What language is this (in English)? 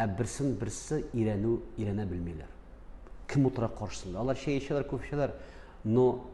Tatar